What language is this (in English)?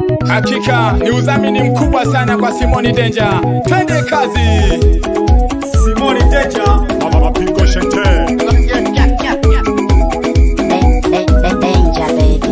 Swahili